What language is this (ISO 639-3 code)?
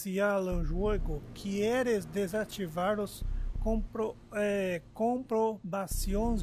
por